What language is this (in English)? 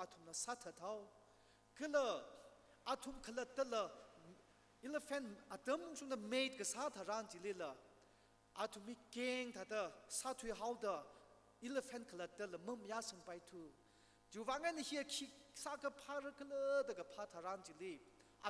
Tangkhul Naga (India)